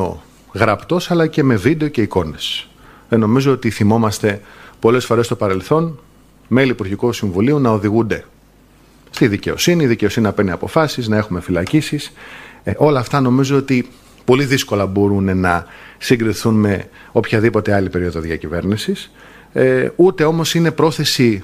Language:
Greek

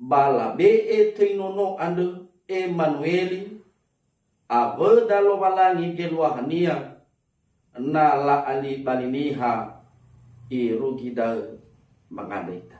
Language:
Nias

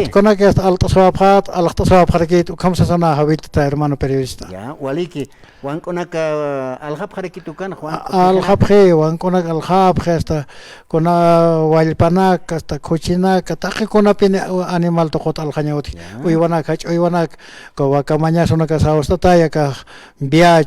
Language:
Aymara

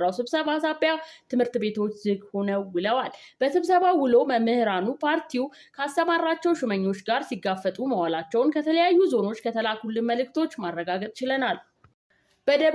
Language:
Amharic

